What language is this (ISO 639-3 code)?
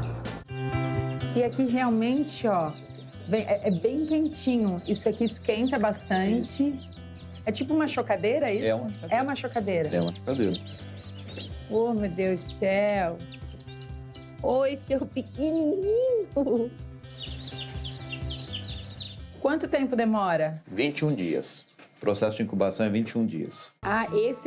por